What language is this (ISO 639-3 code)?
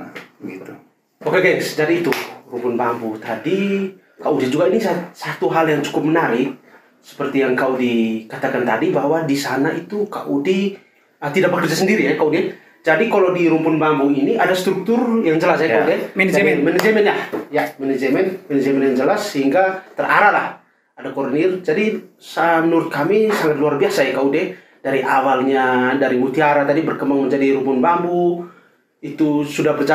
ind